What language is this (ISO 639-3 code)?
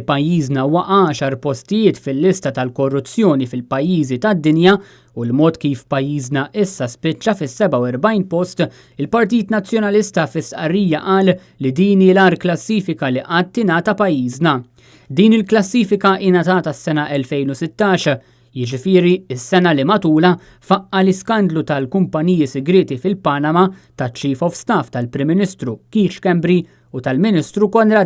mlt